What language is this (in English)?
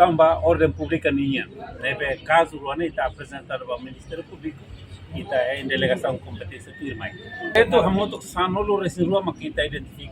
Tetum